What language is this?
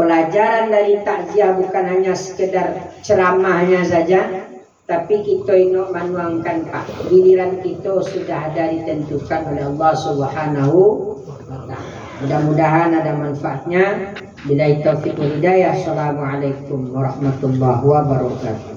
Minangkabau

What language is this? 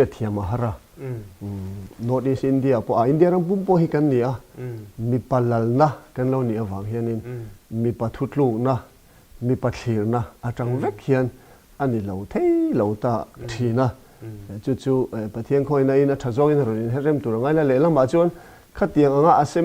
Mizo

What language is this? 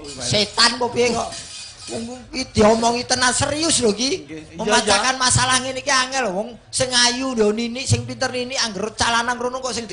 Javanese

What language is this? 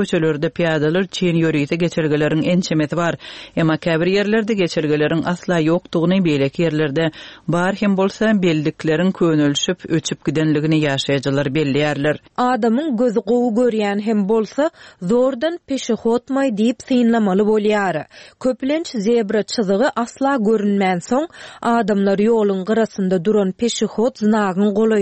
Turkmen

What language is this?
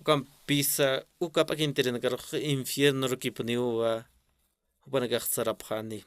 Aymara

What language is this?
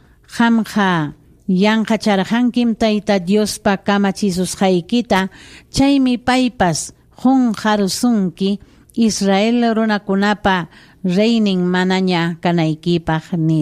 Ayacucho Quechua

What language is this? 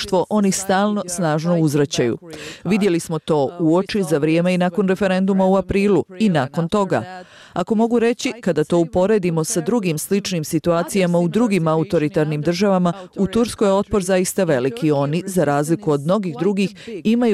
Bosnian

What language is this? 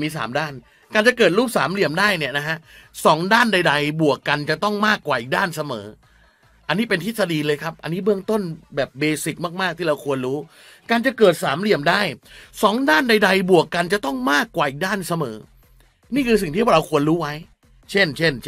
Thai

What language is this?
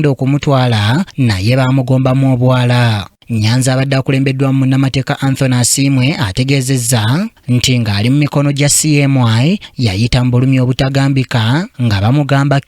Ganda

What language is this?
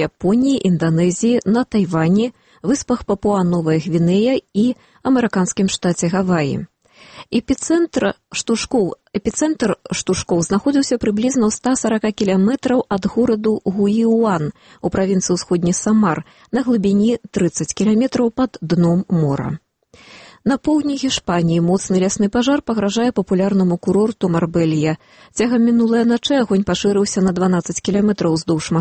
Belarusian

